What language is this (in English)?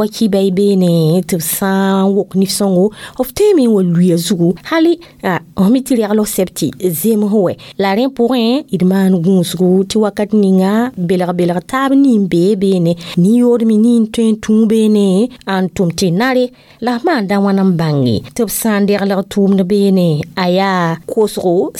Mossi